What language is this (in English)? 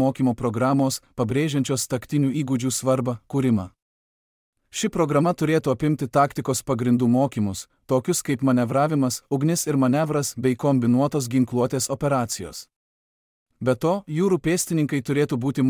Lithuanian